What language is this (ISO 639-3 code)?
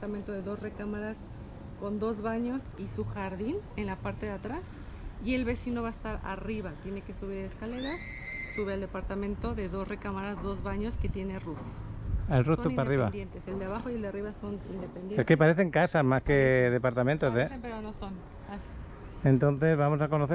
spa